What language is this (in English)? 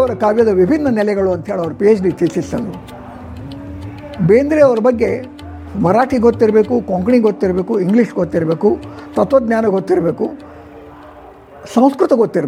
Kannada